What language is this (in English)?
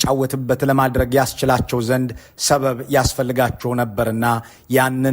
Amharic